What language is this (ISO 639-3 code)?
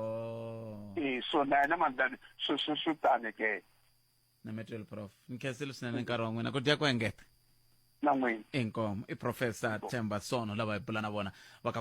tso